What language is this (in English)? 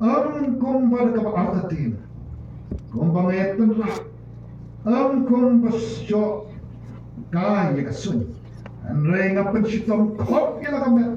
Khasi